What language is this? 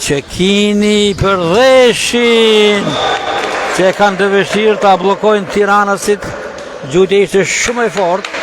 Albanian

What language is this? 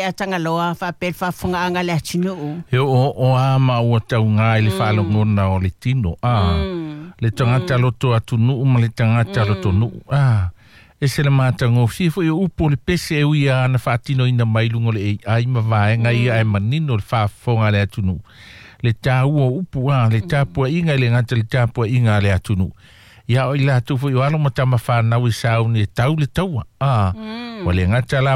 Samoan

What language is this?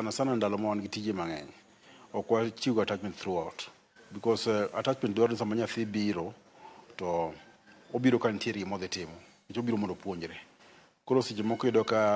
Luo (Kenya and Tanzania)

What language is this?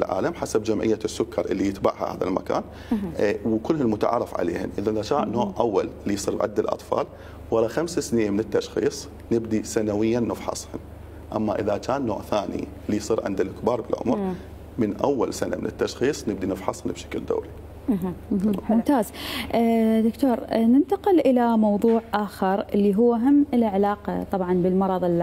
Mesopotamian Arabic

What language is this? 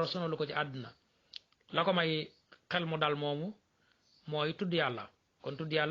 Wolof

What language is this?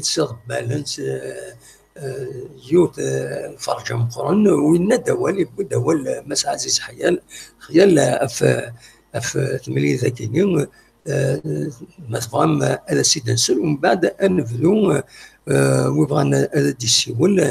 Kabyle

